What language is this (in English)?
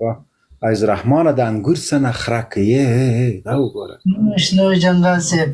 Pashto